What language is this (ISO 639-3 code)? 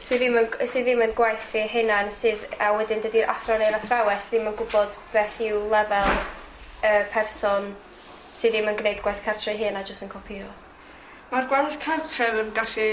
cym